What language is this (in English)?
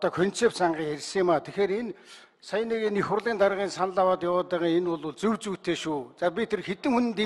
Mongolian